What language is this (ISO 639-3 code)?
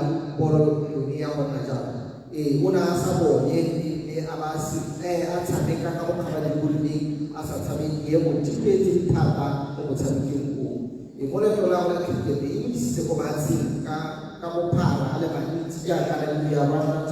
tsn